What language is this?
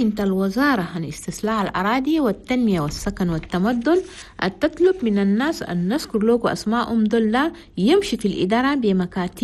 Chadian Arabic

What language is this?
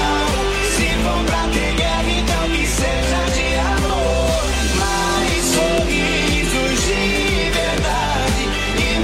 Portuguese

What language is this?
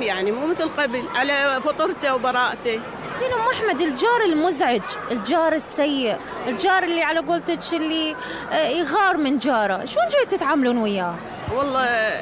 Mesopotamian Arabic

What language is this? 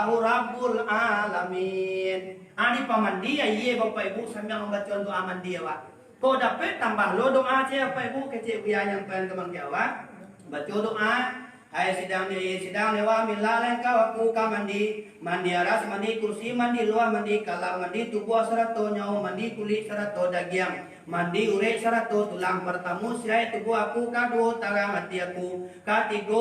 Minangkabau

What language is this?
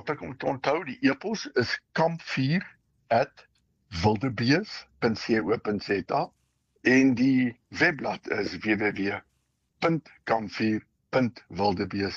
Afrikaans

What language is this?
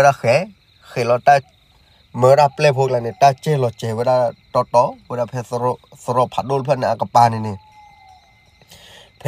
S'gaw Karen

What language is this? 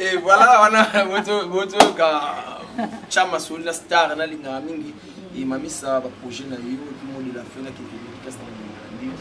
Lingala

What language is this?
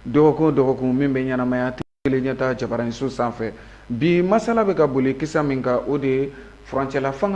Bambara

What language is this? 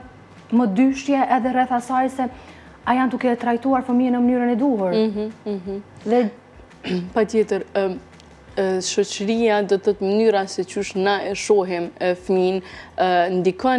Albanian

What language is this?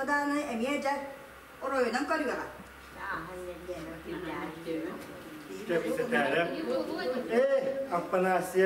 Yakut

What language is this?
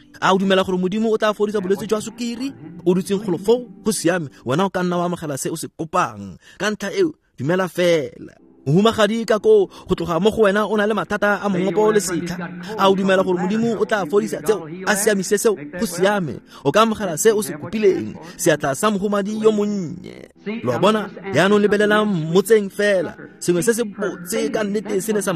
Tswana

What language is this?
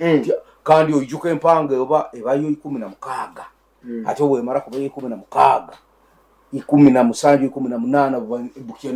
Nyankole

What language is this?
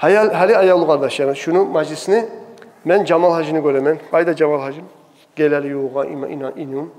Kumyk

